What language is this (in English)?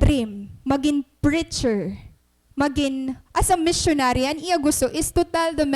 Waray